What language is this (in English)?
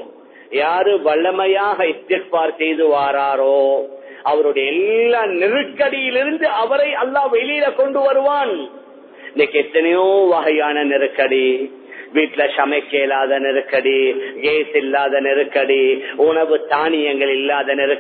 Tamil